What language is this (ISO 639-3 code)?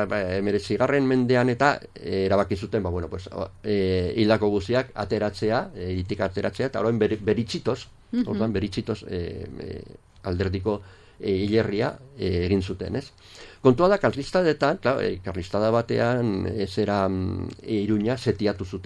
eus